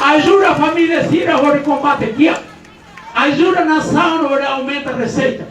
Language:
Tetum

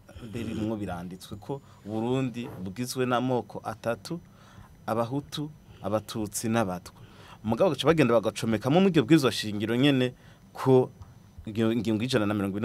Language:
Rundi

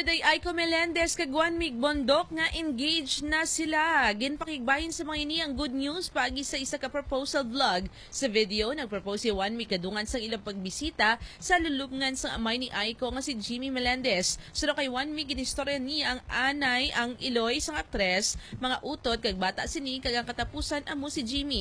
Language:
Hiligaynon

